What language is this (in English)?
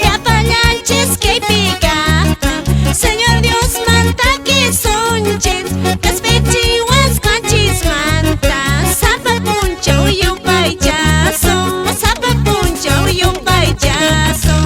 Quechua